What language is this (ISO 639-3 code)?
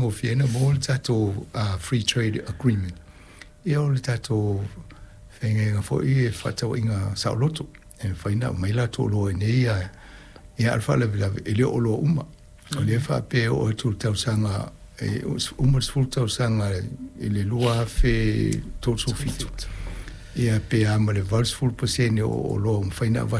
smo